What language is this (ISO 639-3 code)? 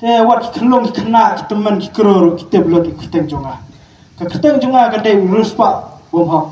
kha